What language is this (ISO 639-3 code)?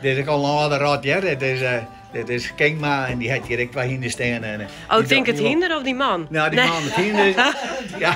fry